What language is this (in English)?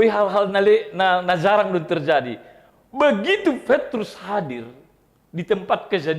Batak Simalungun